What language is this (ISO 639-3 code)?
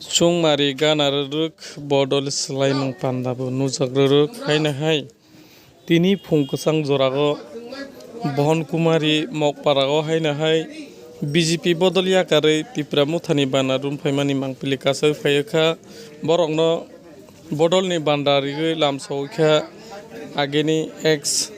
trp